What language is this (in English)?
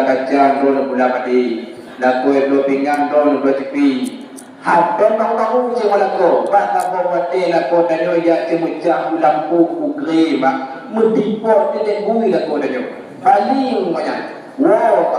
Achinese